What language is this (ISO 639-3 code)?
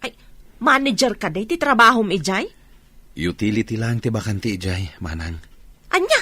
ilo